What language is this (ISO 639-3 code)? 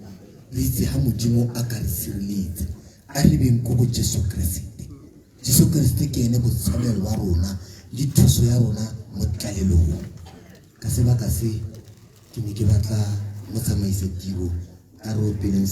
tsn